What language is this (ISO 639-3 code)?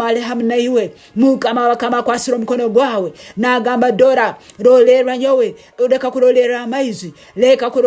nyn